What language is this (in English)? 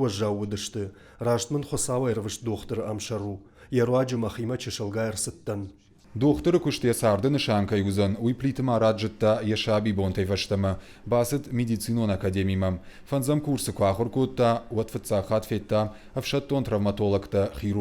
Ossetic